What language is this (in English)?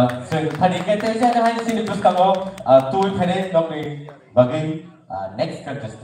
Kok Borok